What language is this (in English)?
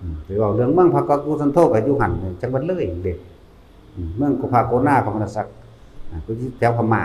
Northeastern Thai